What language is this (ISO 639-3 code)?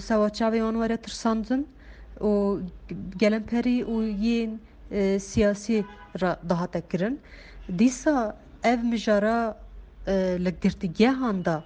kur